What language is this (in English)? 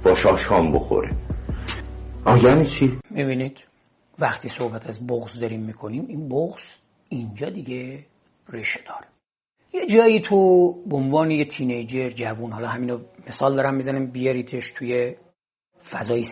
Persian